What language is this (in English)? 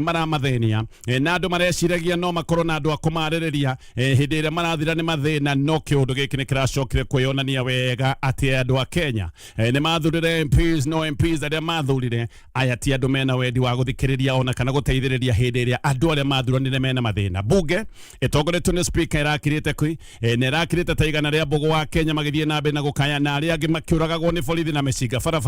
Kikuyu